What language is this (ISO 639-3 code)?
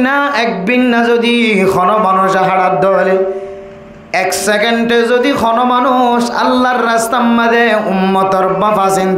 rhg